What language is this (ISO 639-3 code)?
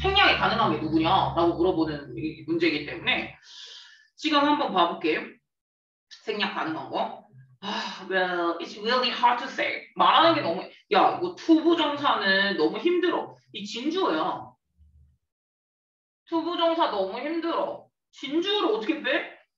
kor